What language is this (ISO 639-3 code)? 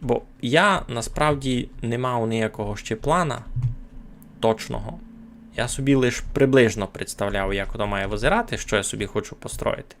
rue